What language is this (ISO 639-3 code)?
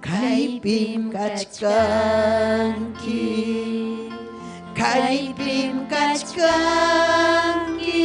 quy